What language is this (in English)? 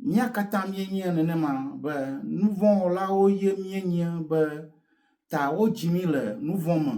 Ewe